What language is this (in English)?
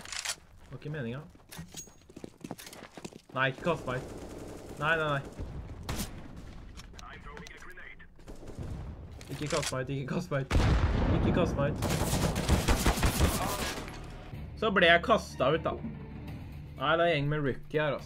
Norwegian